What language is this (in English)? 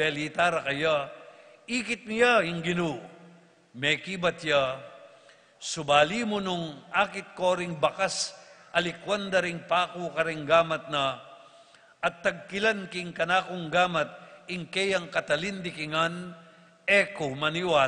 Pampanga